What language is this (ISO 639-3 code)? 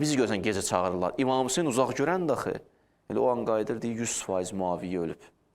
aze